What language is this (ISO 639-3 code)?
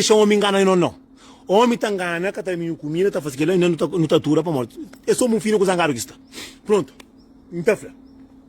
kea